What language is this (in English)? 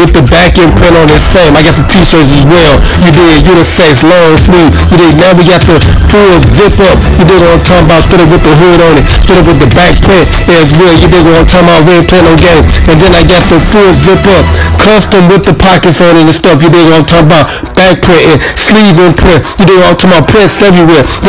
English